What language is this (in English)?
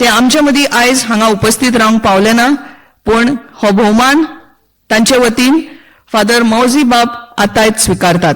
Konkani